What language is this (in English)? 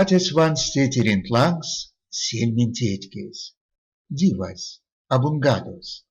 Erzya